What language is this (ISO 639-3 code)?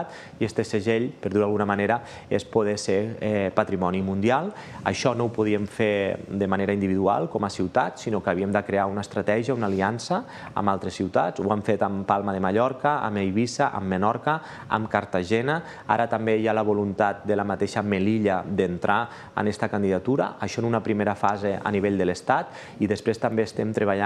cat